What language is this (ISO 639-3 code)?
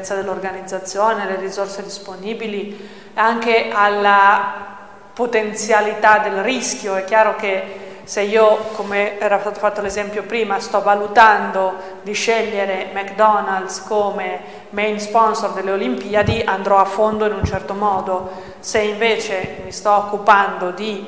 ita